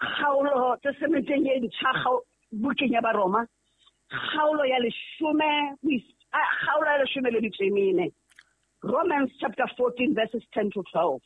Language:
Southern Sotho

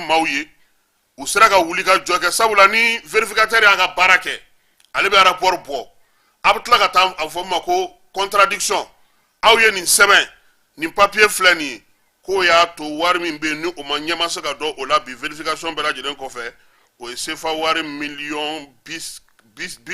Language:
Bambara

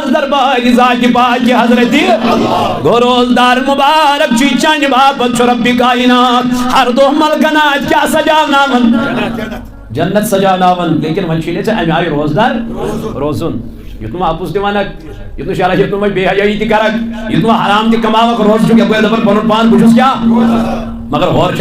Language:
Kashmiri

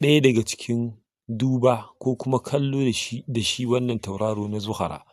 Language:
Hausa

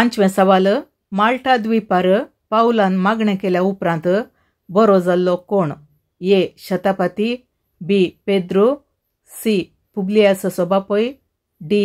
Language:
Konkani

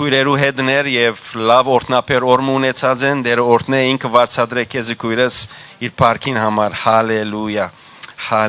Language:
Western Armenian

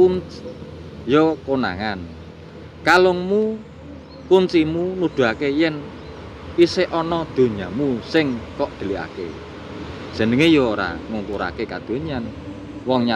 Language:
Javanese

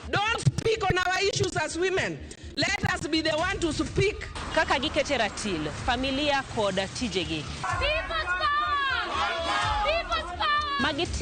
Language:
Luo (Kenya and Tanzania)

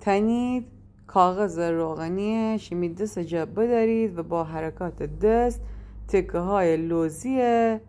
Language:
Gilaki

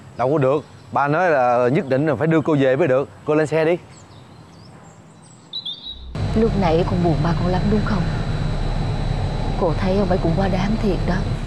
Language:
Vietnamese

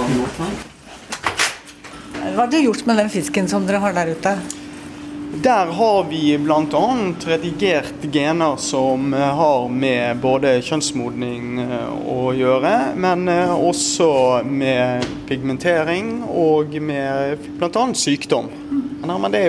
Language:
Norwegian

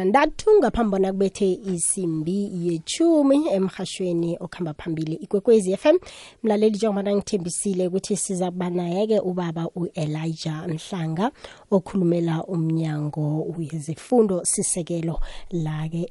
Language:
South Ndebele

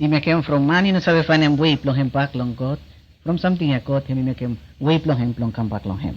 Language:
Bislama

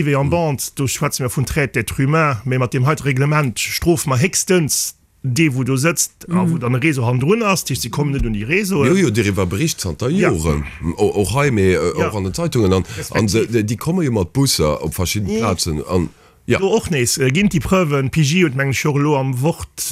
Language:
Luxembourgish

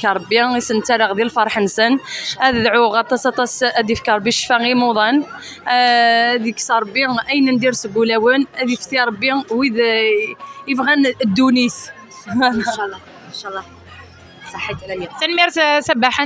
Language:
Kabyle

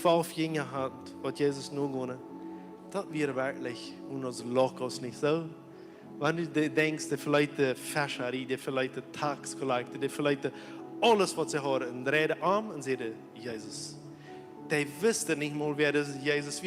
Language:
Plautdietsch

